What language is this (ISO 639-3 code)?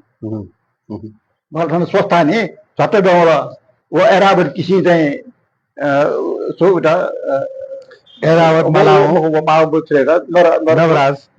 new